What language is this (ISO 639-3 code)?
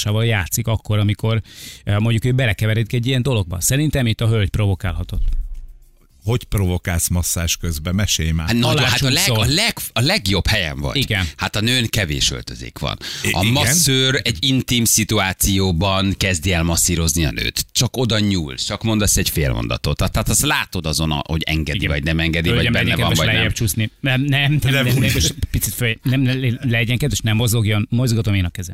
hun